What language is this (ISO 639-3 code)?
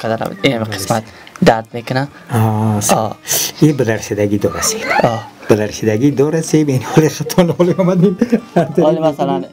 fas